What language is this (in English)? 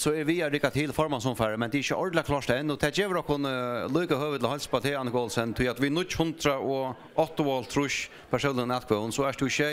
Faroese